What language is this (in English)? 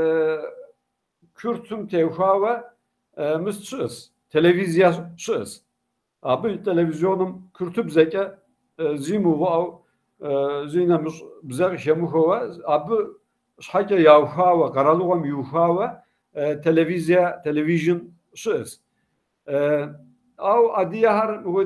Kabardian